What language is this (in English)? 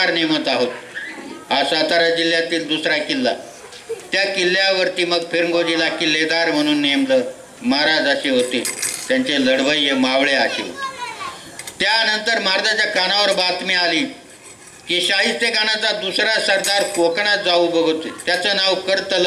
Marathi